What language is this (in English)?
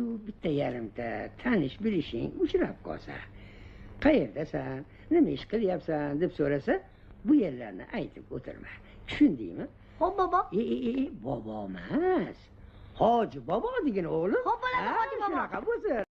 Uzbek